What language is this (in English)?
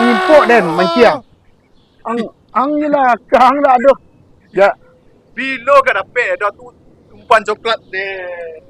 Minangkabau